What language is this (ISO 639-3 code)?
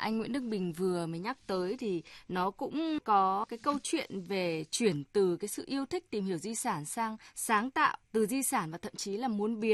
vie